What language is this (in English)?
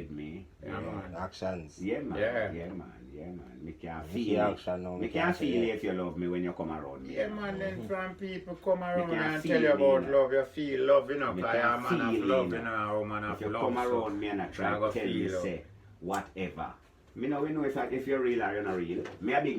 Jamaican Creole English